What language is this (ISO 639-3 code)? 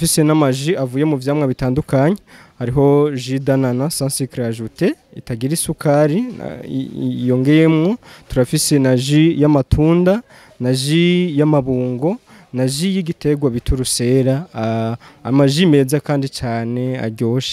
run